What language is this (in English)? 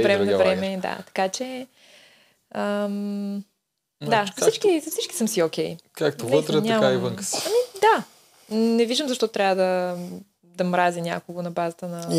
Bulgarian